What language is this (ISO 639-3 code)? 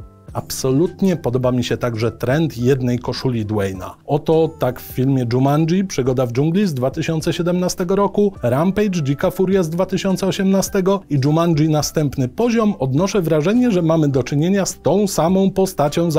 pol